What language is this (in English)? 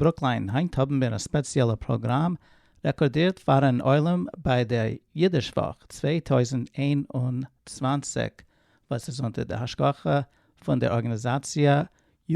Yiddish